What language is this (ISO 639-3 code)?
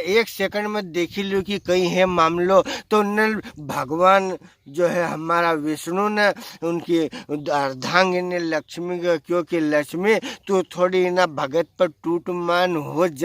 raj